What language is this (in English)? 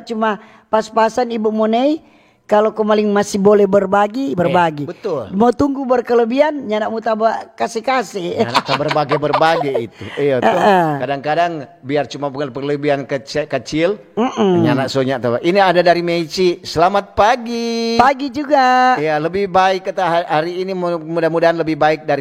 Manado Malay